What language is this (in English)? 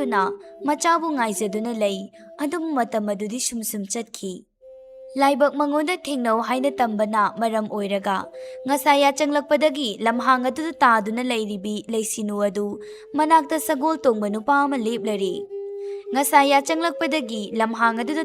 Manipuri